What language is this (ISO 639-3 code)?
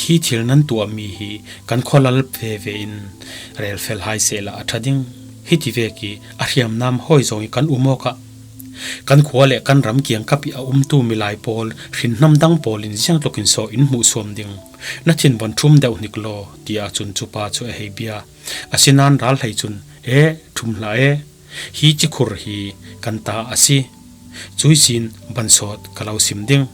cfm